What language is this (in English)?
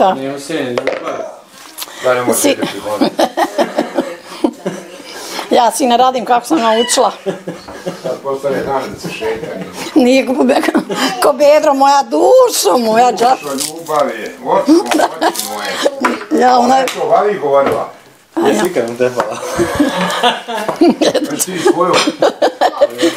Bosnian